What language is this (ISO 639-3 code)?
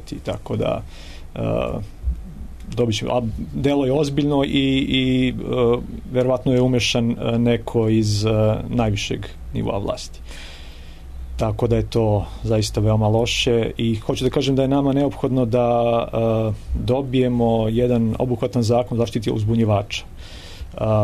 srp